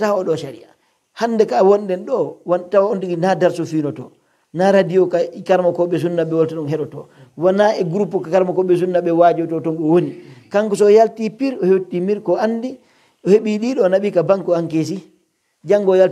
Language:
Pular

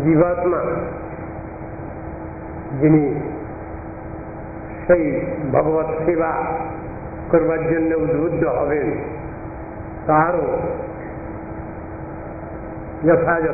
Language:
Bangla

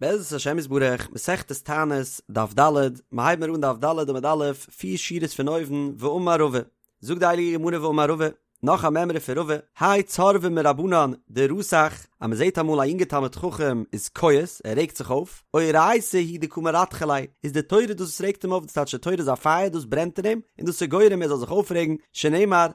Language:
Yiddish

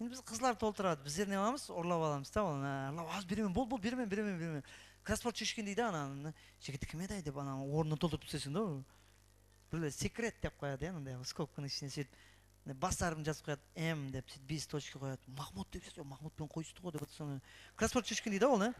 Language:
Kara-Kalpak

